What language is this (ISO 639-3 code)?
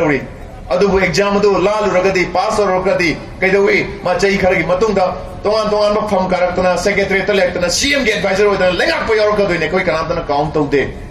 mni